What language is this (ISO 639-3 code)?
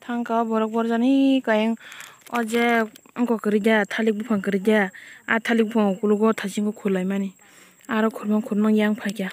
trp